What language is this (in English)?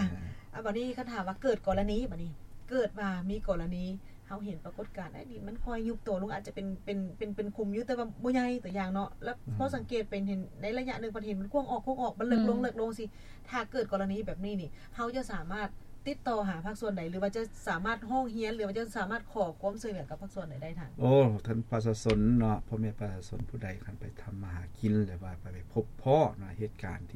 Lao